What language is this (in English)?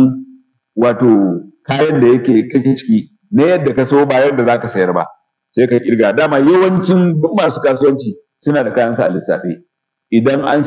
Hausa